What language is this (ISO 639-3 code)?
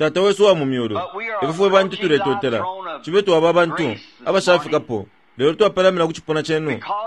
bem